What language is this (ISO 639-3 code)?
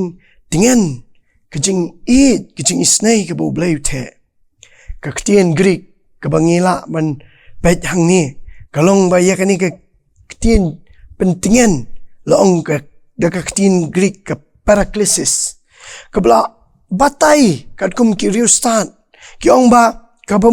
kha